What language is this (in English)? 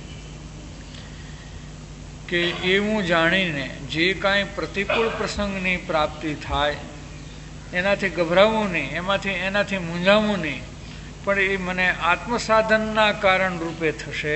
Gujarati